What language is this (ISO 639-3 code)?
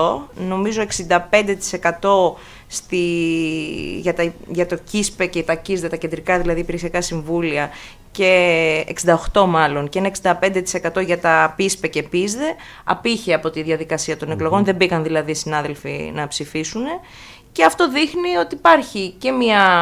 ell